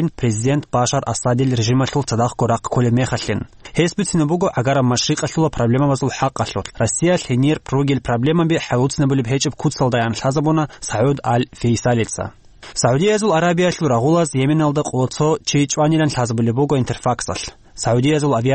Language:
Avaric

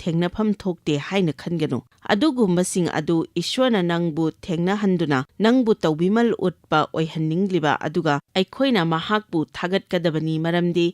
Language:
Manipuri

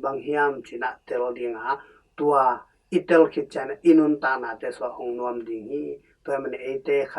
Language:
Tedim Chin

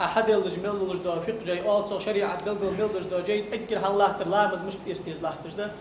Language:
Ingush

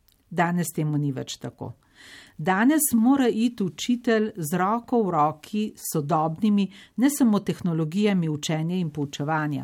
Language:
Slovenian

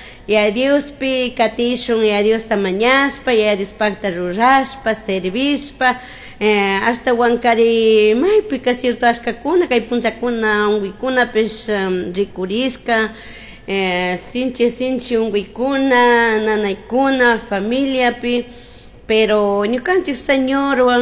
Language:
Chimborazo Highland Quichua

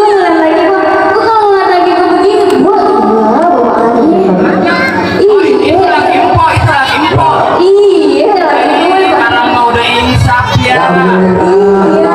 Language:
Betawi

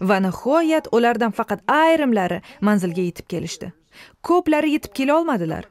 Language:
Uzbek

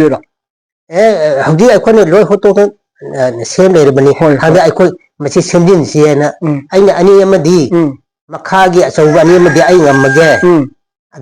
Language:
Manipuri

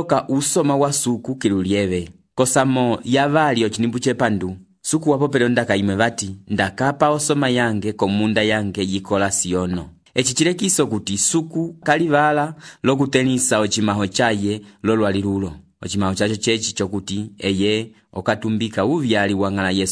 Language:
Umbundu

